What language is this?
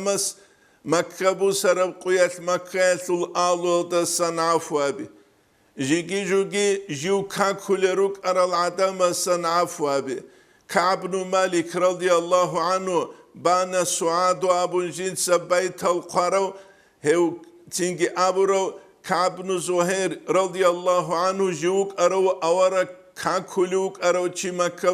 Avaric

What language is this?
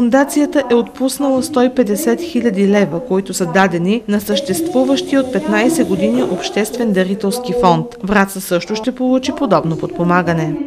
Bulgarian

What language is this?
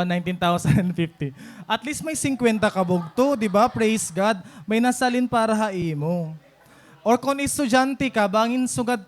Waray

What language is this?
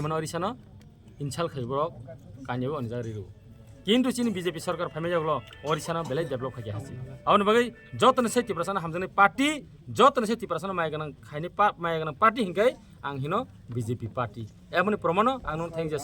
Kok Borok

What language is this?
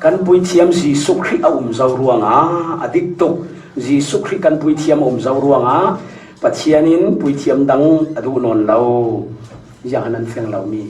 Falam Chin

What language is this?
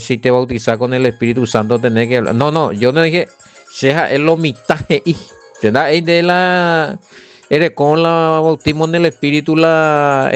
Guarani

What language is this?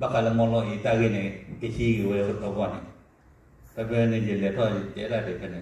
S'gaw Karen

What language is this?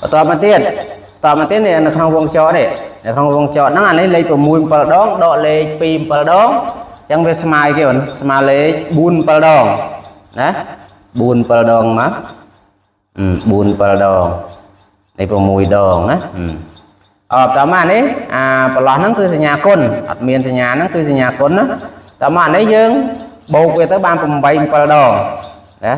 Khmer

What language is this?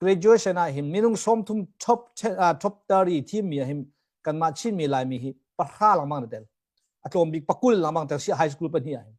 Hakha Chin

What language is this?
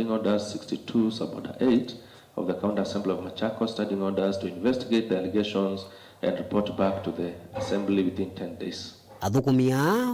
Kamba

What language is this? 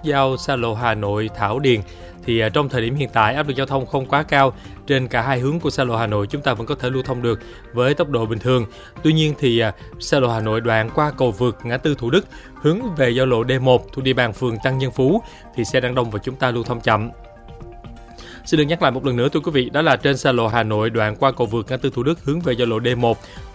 Vietnamese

